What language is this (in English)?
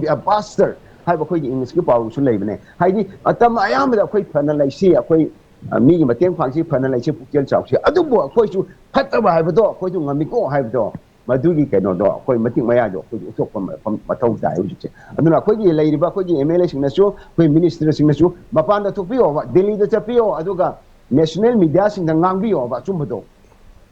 Manipuri